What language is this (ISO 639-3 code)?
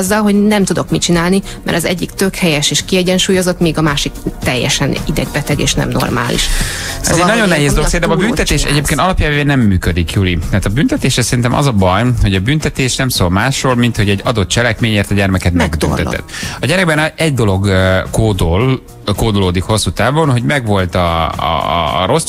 hun